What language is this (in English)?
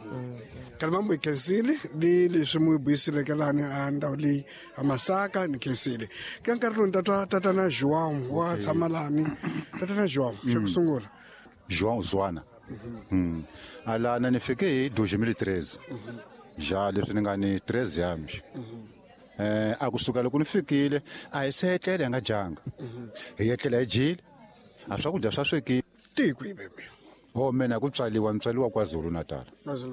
Tsonga